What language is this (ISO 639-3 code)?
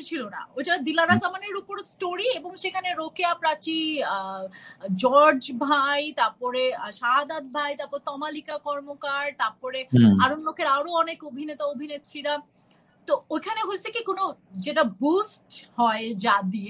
ben